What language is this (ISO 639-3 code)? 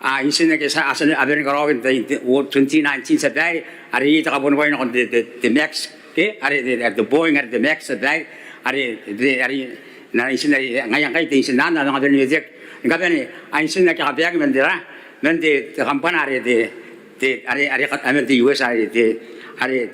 gil